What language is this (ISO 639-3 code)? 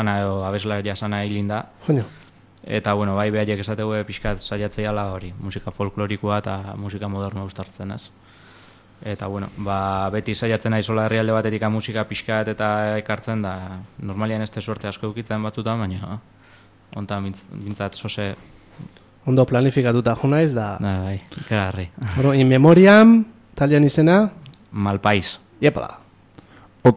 eus